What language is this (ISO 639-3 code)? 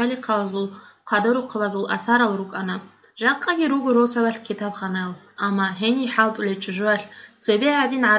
ava